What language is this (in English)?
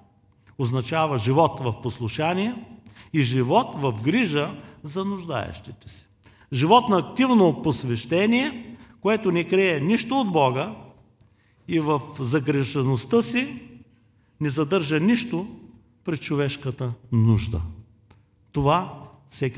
Bulgarian